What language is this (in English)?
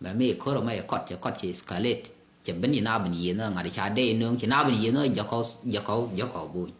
Nuer